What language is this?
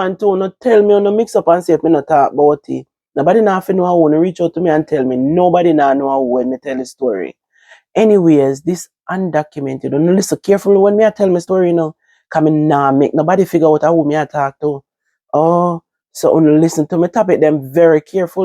Jamaican Creole English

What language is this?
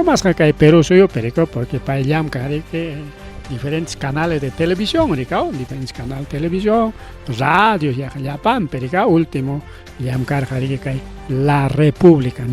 Ayacucho Quechua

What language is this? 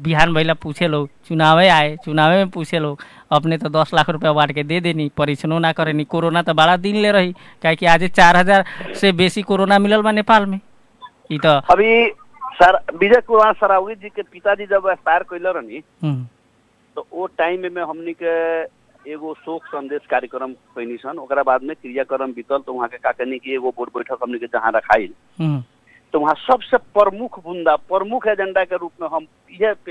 Bhojpuri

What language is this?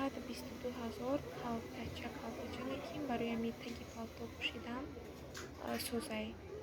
Tajik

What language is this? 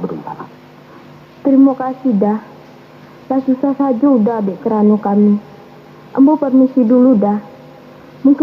Minangkabau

